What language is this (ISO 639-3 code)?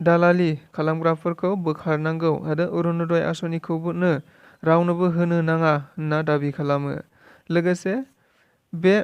brx